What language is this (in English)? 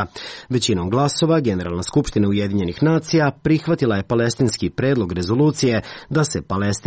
Serbian